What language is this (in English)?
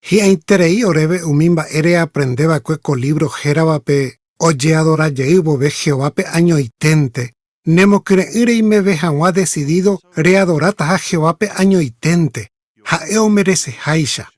Guarani